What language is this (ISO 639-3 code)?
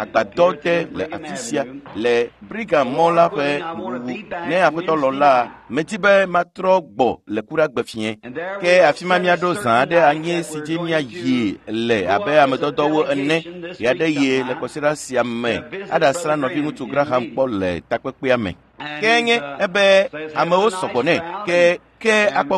ewe